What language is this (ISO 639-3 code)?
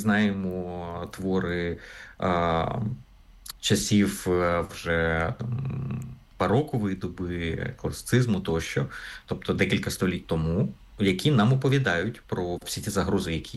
ukr